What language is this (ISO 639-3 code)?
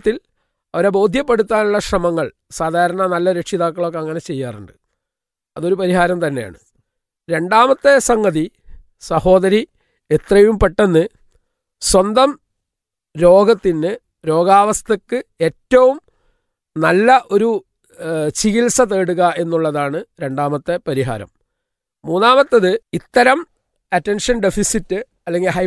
mal